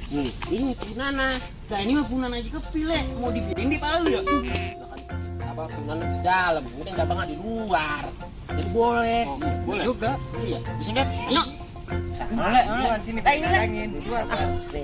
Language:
Betawi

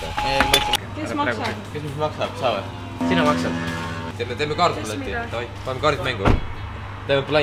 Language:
Estonian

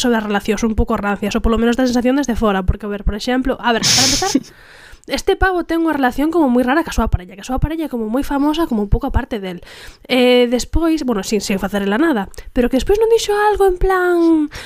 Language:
Galician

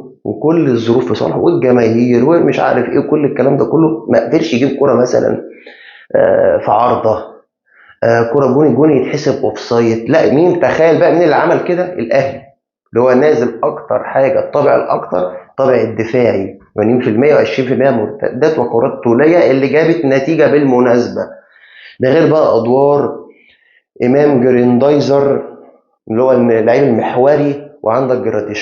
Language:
Egyptian Arabic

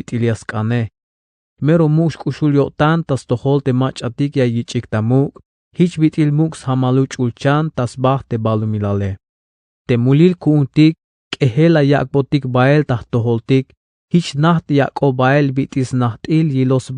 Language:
Tzeltal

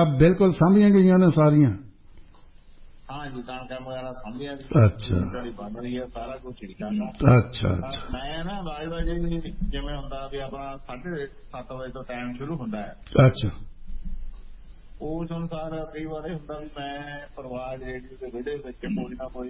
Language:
Punjabi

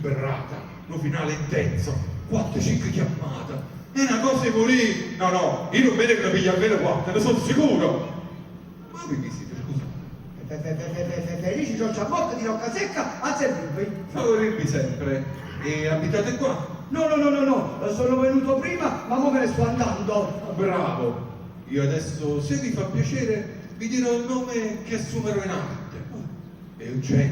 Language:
Neapolitan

